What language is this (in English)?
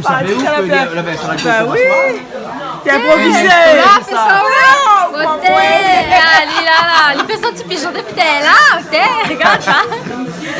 Réunion Creole French